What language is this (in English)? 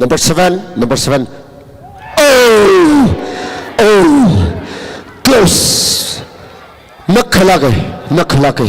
Tangkhul Naga (India)